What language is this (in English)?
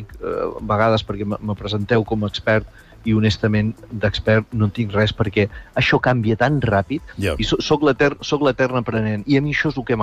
Catalan